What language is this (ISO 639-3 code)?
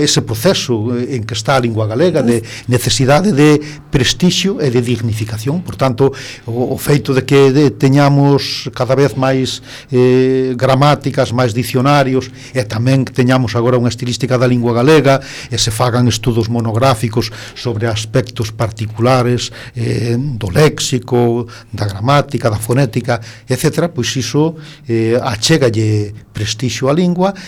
glg